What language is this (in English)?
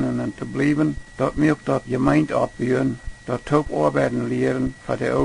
Plautdietsch